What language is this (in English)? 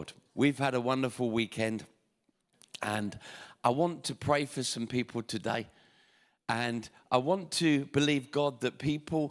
English